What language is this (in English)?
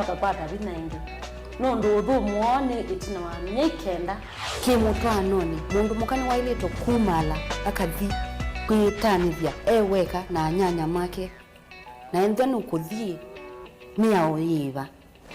Kamba